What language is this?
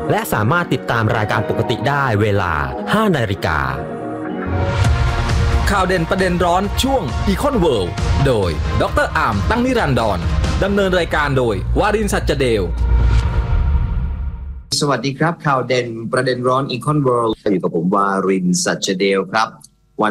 Thai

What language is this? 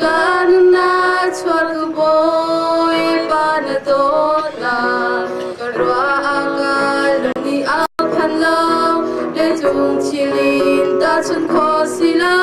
Hakha Chin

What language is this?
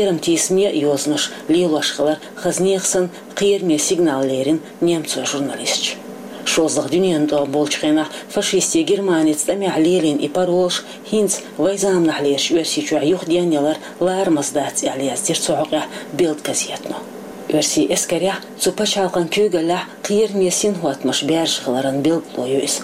Chechen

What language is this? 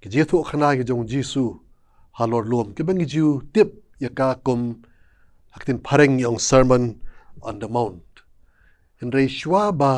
Khasi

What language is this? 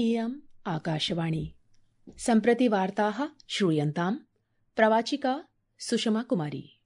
Sanskrit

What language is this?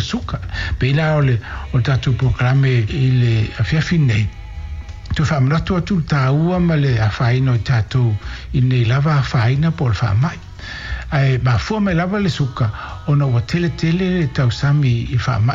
Samoan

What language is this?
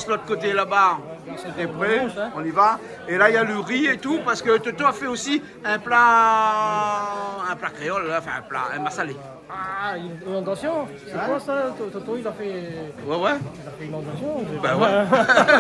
Réunion Creole French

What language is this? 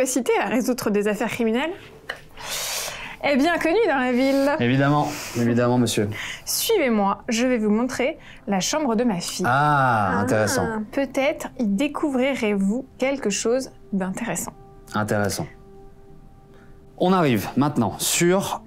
French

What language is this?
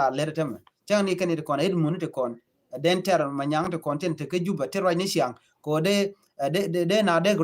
Nuer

